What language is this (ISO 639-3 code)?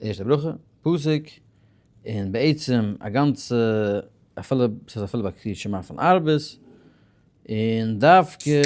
yid